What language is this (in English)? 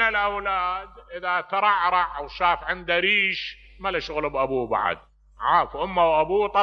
Mesopotamian Arabic